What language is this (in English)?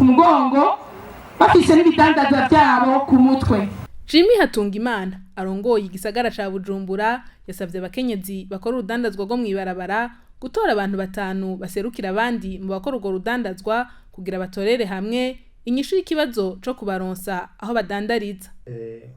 Rundi